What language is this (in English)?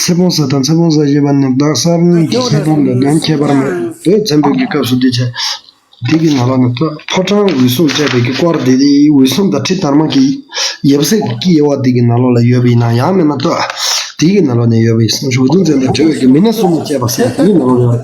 Tibetan